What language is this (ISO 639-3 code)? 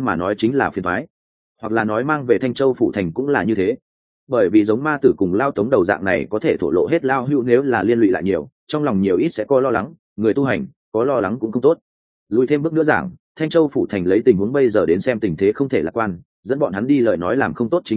vie